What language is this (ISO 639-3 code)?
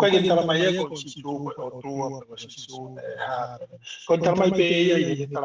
ton